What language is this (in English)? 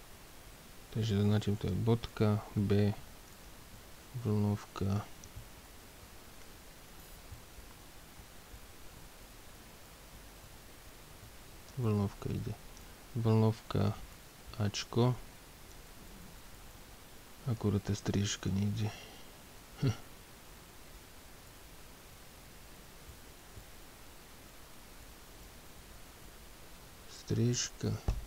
Slovak